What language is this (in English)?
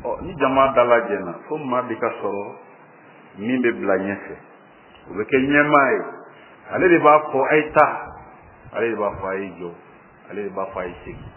Bambara